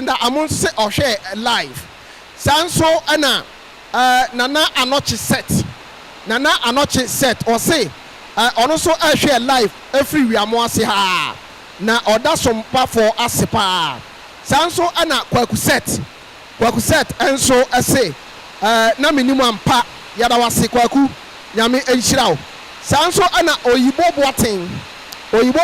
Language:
Akan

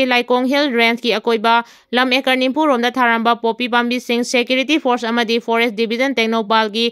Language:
Manipuri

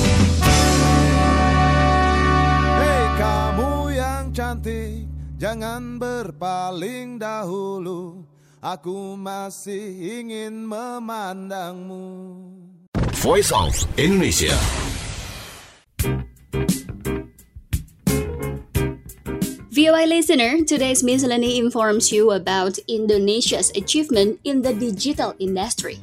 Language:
Indonesian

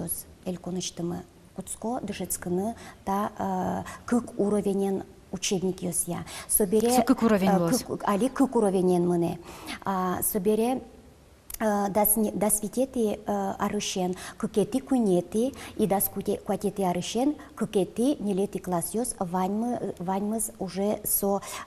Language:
Udmurt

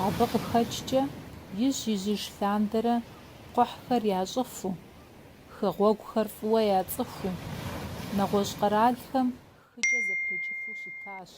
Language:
Kabardian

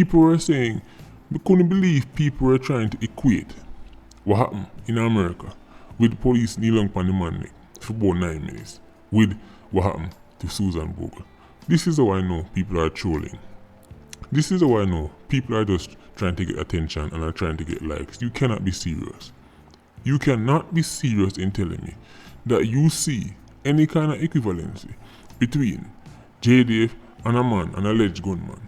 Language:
Jamaican Creole English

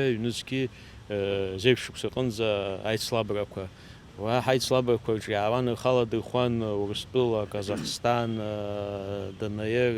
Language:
Abkhazian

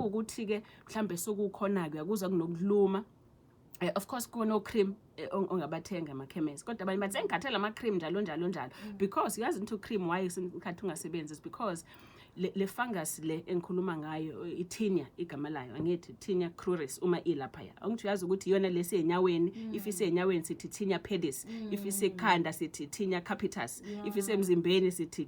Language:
Zulu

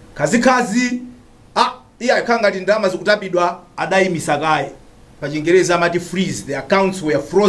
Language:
Nyanja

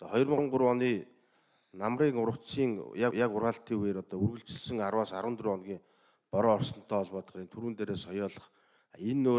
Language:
Mongolian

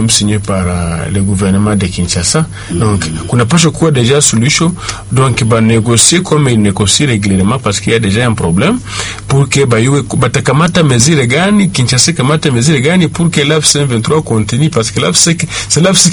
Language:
Swahili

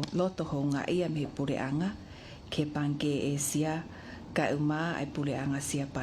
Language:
Tongan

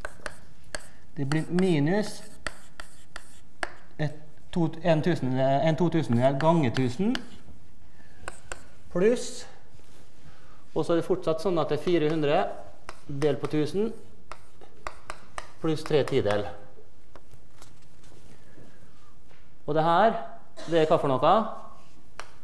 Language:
Norwegian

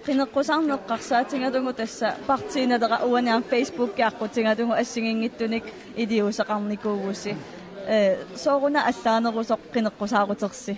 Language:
Kalaallisut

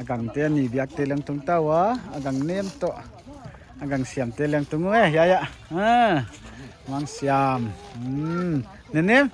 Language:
Paite Chin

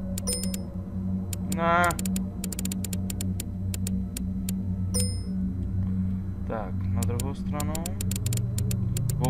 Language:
Czech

